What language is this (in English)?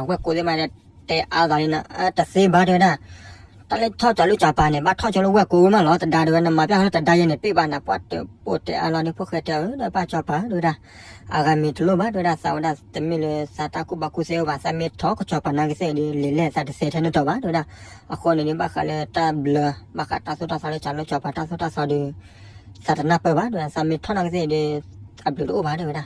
S'gaw Karen